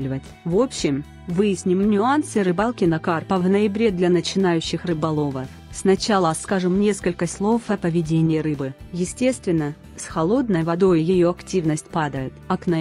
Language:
Russian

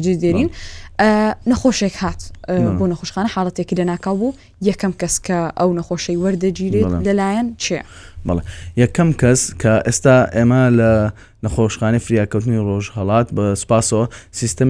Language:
Central Kurdish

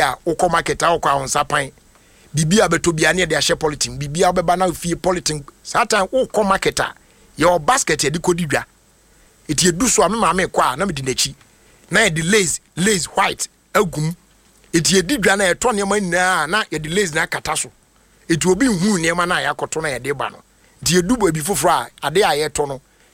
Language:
Akan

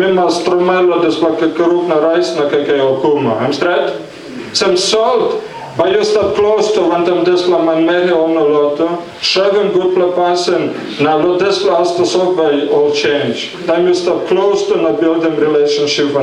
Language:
Tok Pisin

